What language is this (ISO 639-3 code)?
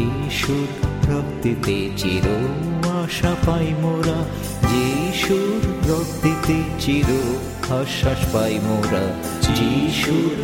ben